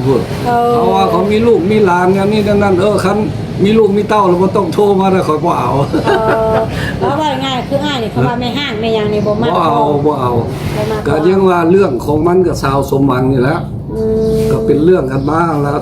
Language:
Lao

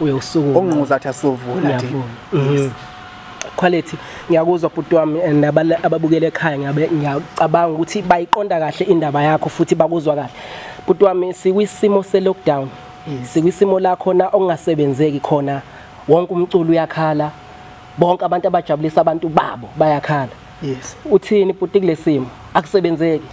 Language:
Zulu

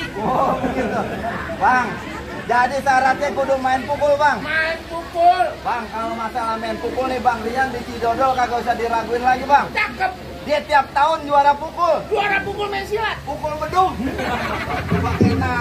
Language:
Betawi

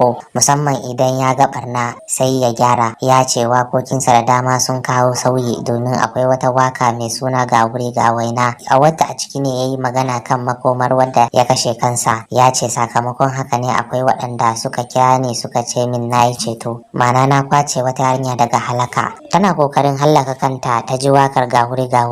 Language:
Hausa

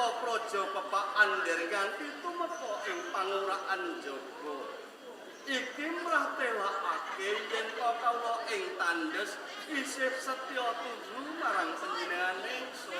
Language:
Javanese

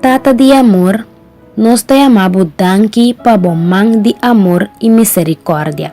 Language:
Papiamento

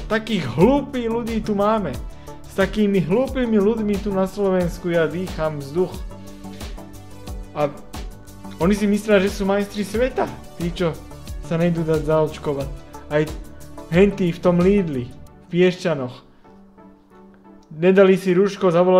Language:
Slovak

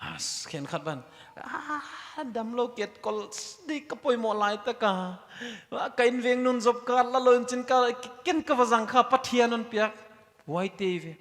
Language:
Paite Chin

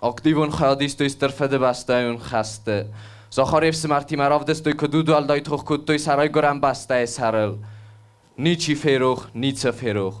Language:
Ossetic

